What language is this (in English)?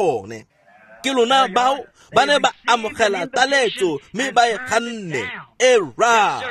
Tswana